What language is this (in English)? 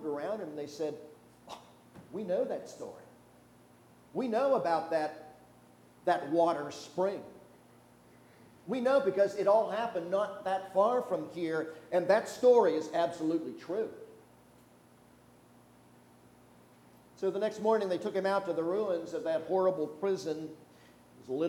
English